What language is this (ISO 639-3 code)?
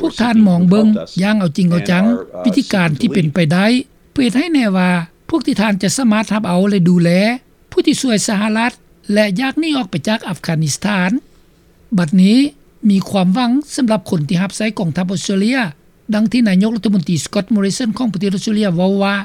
lao